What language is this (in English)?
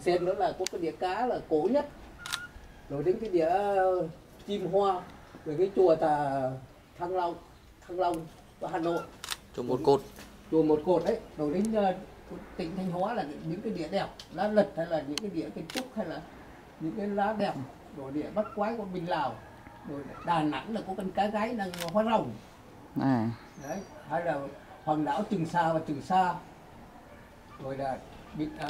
Vietnamese